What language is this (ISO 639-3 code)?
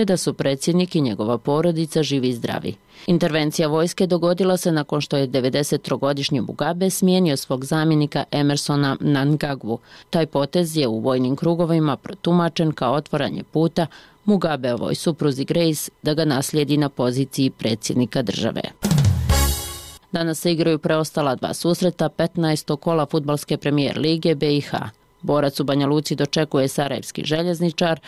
bos